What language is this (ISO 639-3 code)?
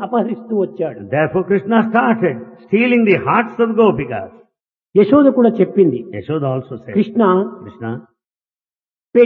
tel